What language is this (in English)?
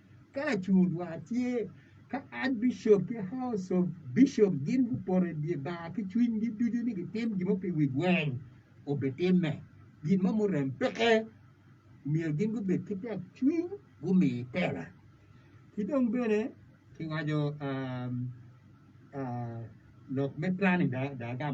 Acoli